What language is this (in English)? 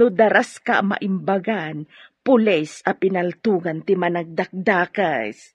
Iloko